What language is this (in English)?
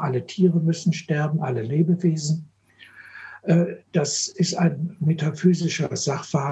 German